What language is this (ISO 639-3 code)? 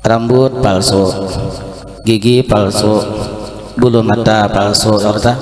bjn